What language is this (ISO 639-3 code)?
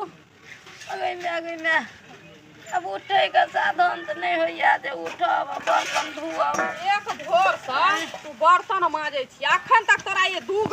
mai